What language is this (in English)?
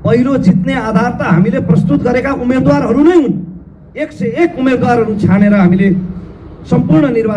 Nepali